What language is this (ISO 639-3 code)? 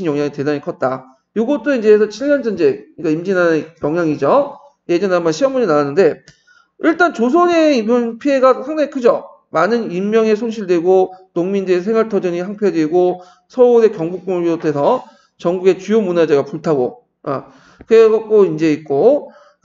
kor